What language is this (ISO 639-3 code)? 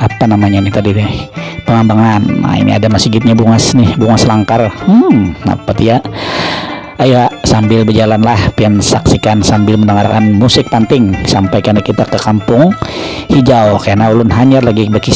bjn